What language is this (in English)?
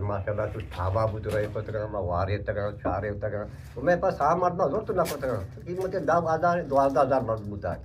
Eastern Balochi